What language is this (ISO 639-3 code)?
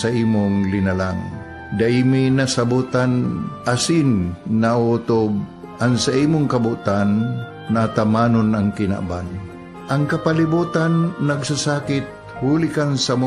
bik